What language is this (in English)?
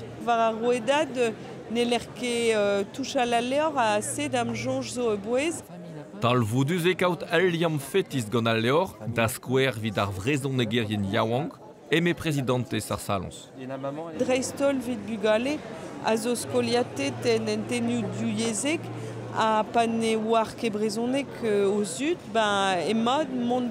Breton